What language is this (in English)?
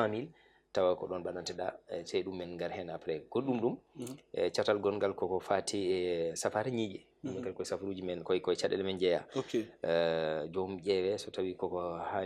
Fula